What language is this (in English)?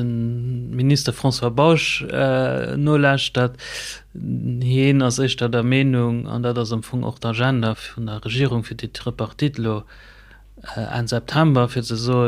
Luxembourgish